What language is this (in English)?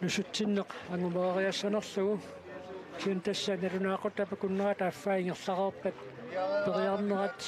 Kalaallisut